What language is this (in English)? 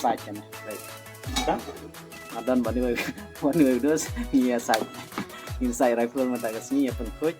Khasi